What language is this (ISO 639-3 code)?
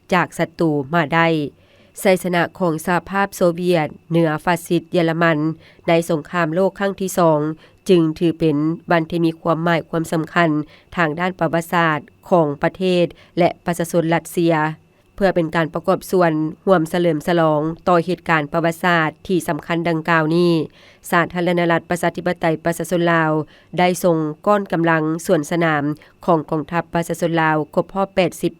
lao